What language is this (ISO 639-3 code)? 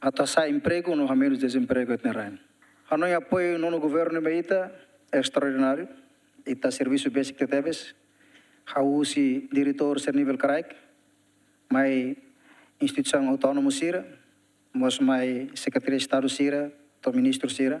tet